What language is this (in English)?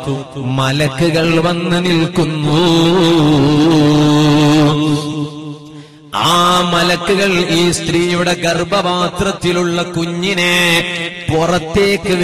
Malayalam